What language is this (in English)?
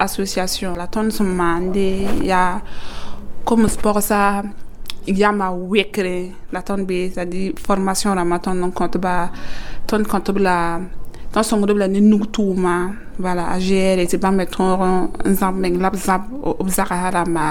Mossi